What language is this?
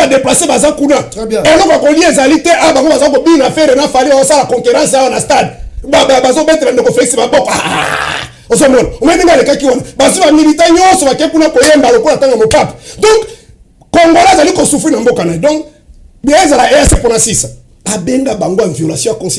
Lingala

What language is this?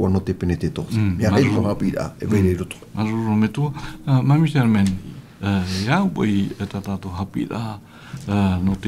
Tahitian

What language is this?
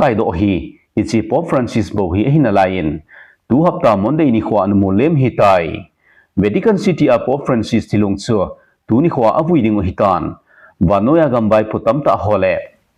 Thado Chin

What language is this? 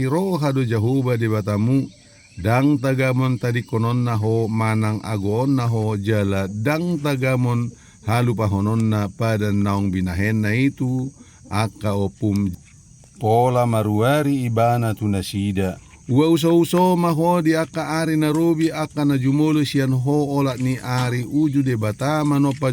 Batak Toba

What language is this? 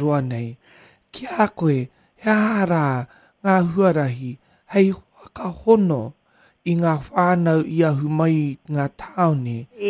Māori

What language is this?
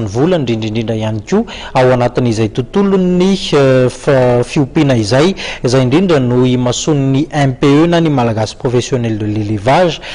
Malagasy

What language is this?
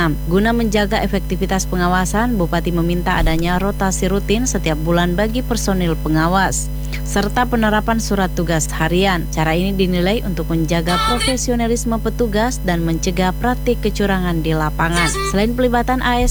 Indonesian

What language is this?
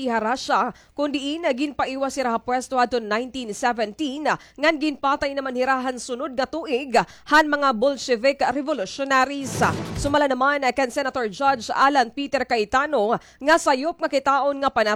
Waray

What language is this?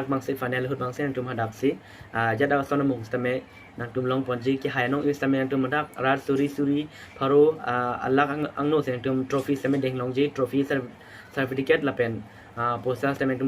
Karbi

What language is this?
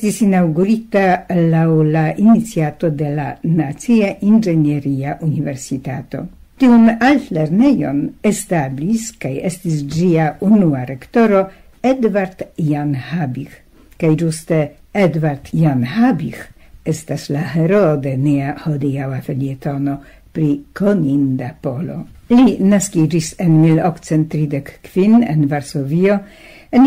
Esperanto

